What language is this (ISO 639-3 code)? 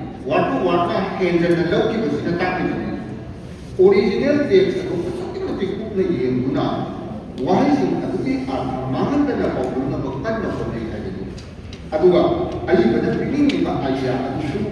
mni